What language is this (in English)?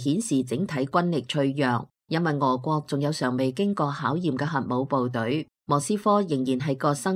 Cantonese